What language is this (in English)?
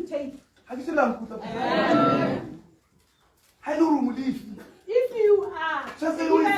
Tswana